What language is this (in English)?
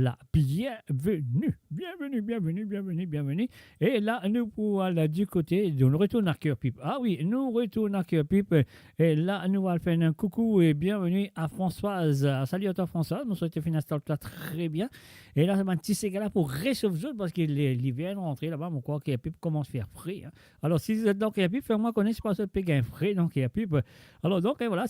Morisyen